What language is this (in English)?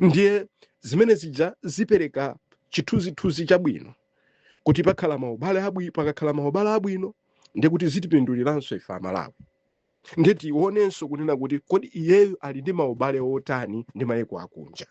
Nyanja